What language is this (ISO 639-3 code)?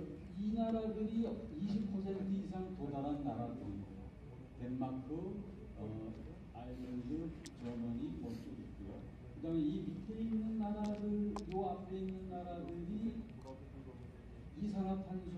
kor